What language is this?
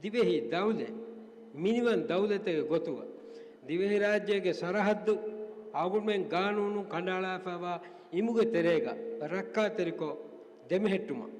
Divehi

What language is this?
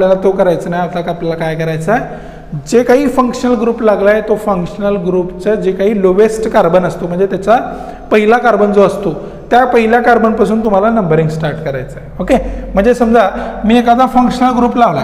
Marathi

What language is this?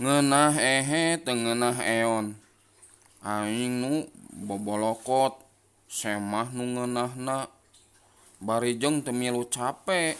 Sundanese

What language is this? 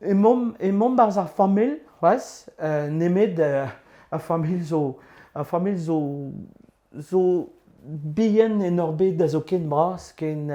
Breton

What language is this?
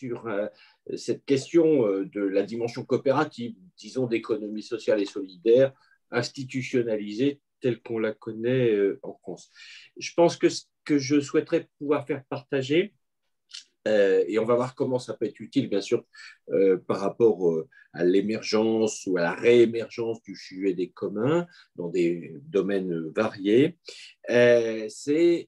French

